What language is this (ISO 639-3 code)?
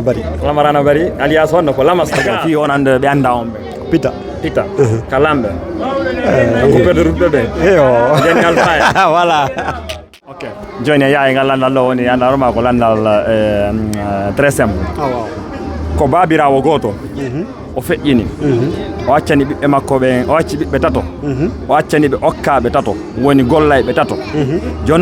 ful